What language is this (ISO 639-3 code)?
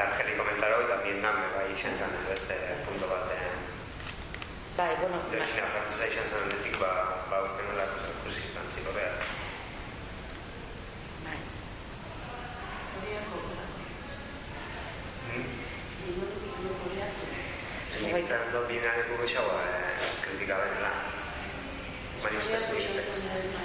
eus